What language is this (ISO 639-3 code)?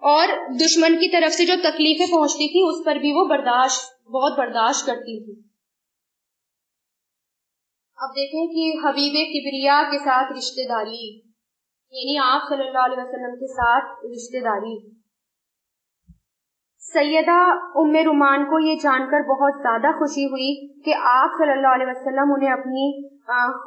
urd